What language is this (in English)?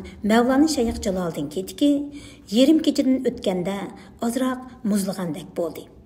Uyghur